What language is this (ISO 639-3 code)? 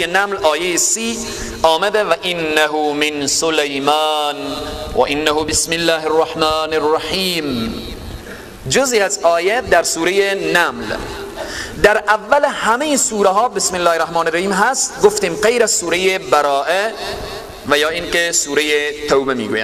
fas